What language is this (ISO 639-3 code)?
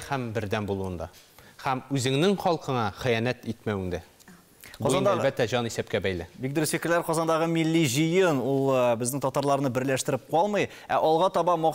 tat